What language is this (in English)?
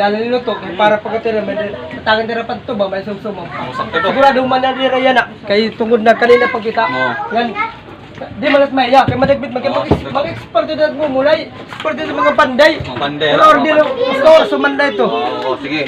Waray